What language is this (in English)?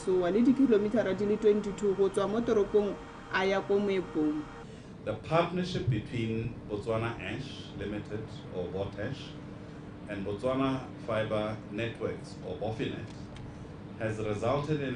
Tswana